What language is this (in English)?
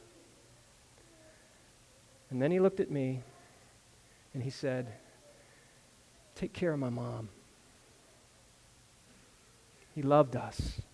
English